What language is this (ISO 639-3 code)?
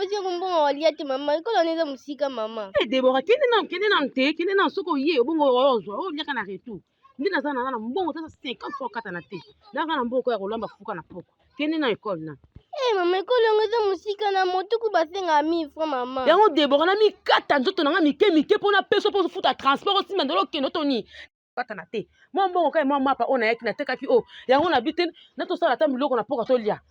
lin